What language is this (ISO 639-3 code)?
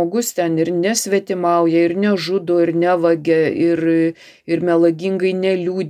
lit